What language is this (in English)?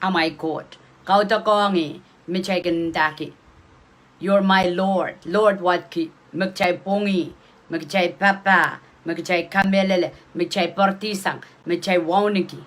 Pohnpeian